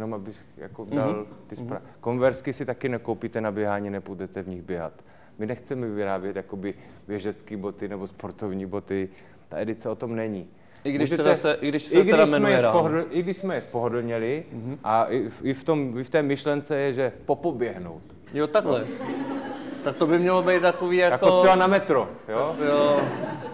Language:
Czech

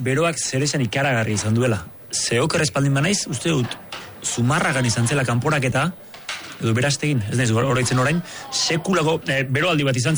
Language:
Basque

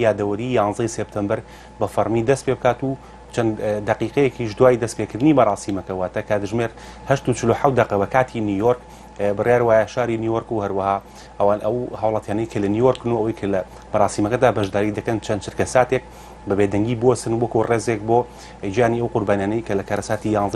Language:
Central Kurdish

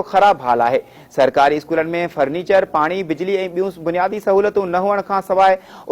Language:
Sindhi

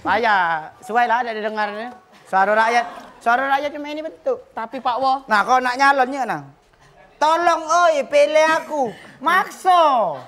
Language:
Musi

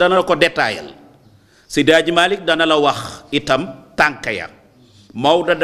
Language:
Wolof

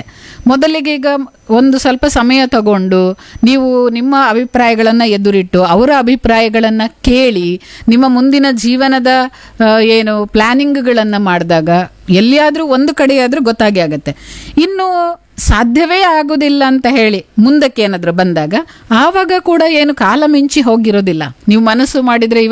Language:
Kannada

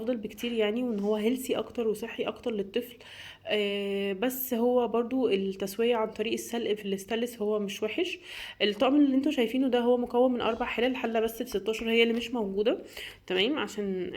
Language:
Egyptian Arabic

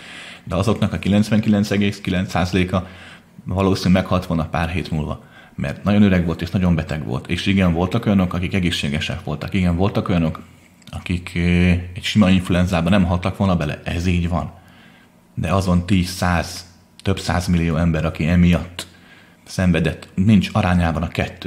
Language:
Hungarian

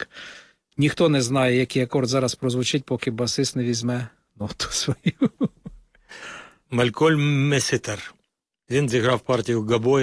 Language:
Ukrainian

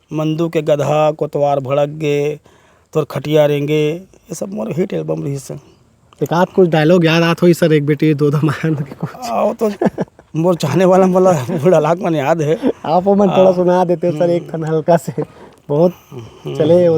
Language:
Chhattisgarhi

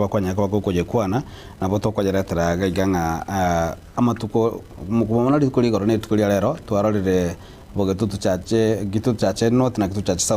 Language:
Gusii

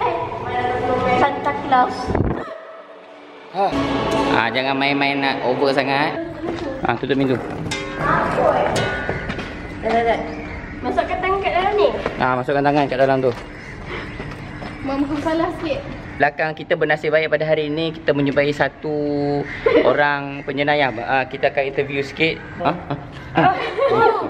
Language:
Malay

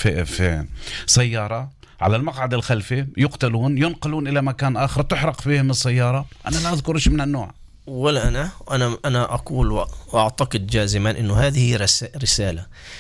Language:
North Levantine Arabic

